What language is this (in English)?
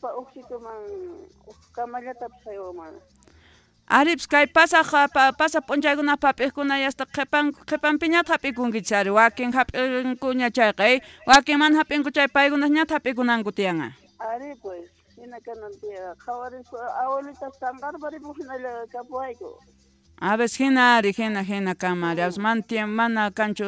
South Bolivian Quechua